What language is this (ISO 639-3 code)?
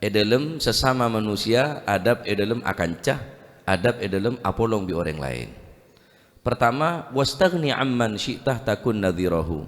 mad